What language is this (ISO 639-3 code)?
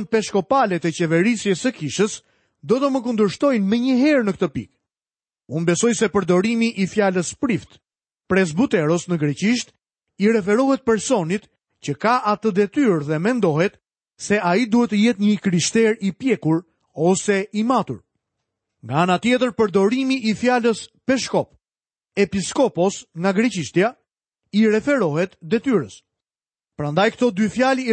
sqi